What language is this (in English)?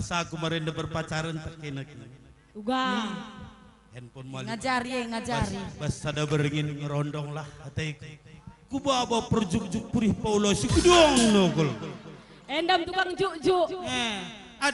Batak Karo